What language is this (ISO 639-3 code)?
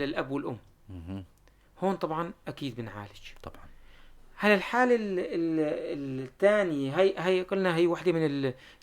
apc